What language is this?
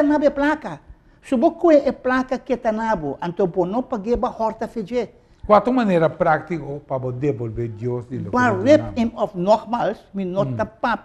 Papiamento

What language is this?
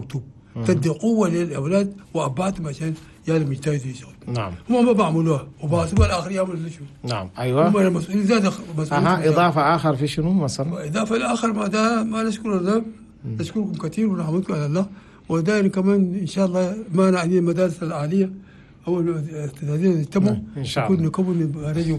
Chadian Arabic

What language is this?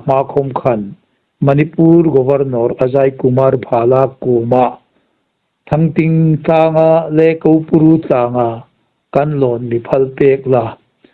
Hmar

